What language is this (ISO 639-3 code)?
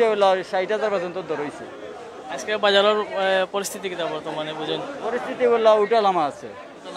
syl